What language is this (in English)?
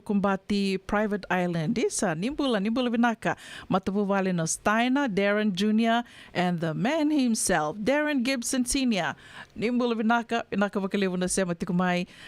Fijian